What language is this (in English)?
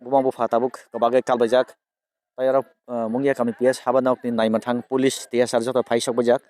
Kok Borok